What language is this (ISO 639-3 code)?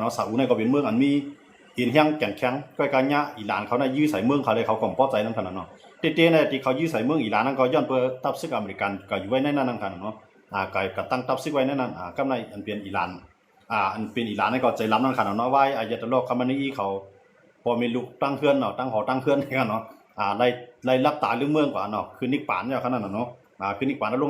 shn